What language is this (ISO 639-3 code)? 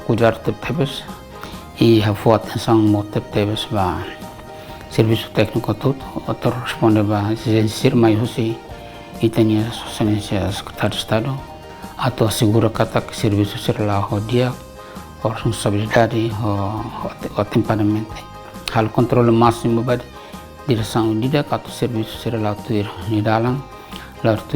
tet